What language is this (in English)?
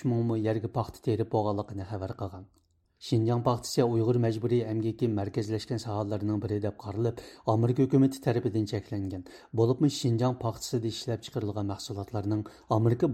Uyghur